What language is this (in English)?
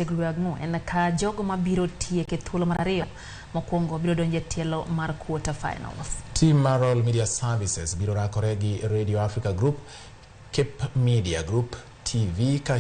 Luo (Kenya and Tanzania)